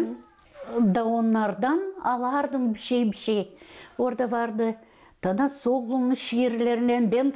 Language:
Gagauz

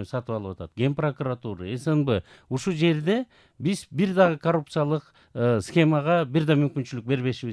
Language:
Kyrgyz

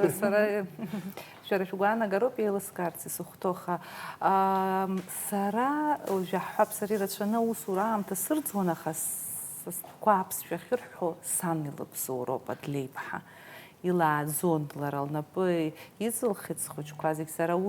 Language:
Abkhazian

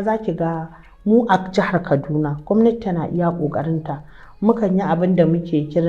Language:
Hausa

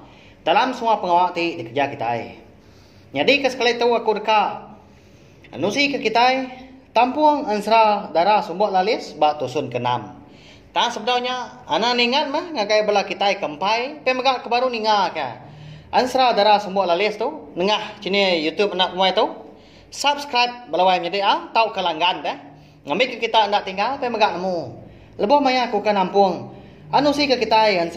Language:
Iban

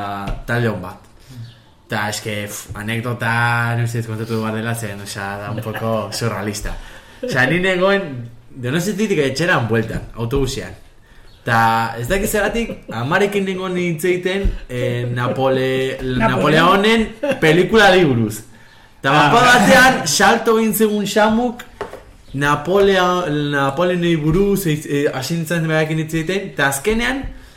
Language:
Basque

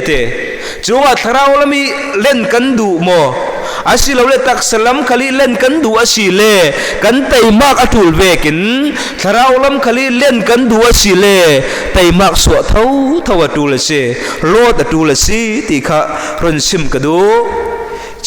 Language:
Falam Chin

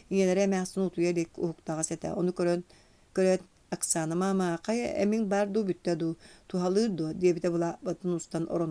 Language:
Yakut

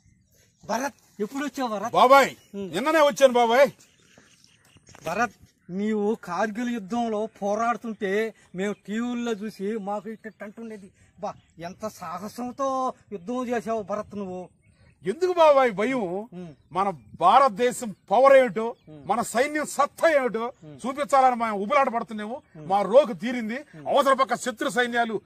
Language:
Telugu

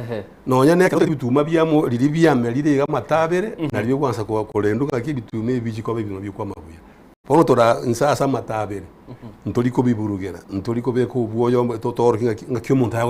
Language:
Gusii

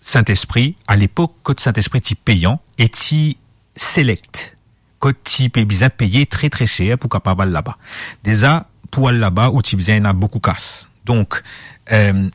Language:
Morisyen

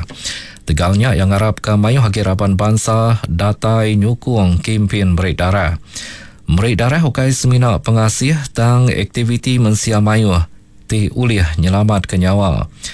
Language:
Iban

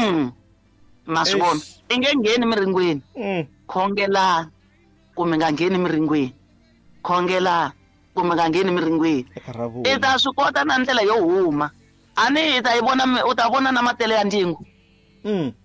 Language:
Tsonga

